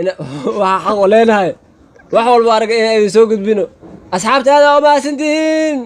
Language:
Somali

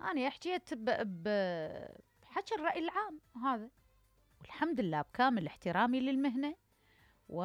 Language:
Mesopotamian Arabic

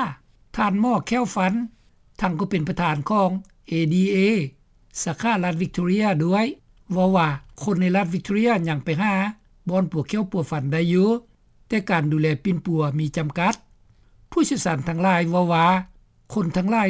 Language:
Lao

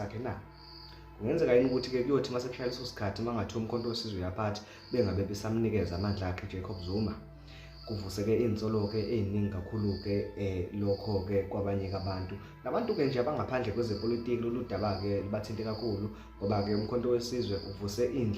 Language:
Zulu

